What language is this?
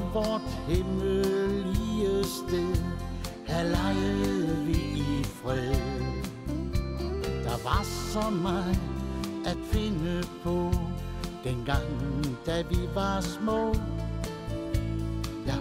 Danish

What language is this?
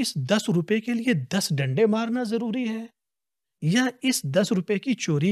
Urdu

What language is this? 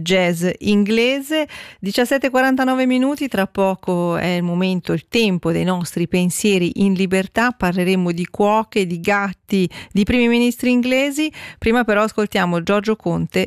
Italian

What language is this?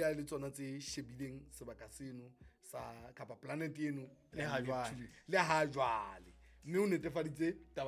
Southern Sotho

